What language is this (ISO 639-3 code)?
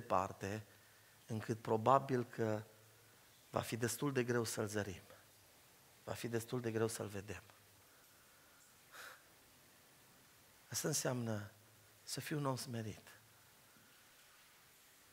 ron